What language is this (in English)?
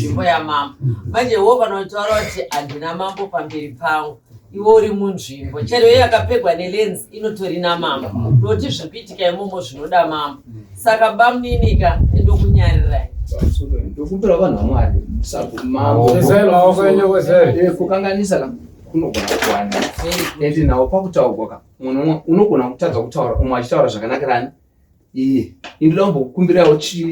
Shona